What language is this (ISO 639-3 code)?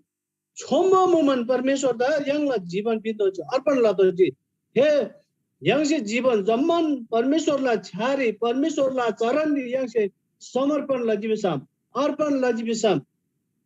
taj